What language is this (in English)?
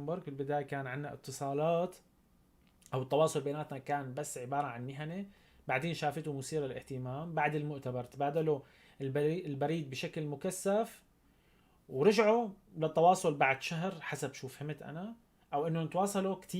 North Levantine Arabic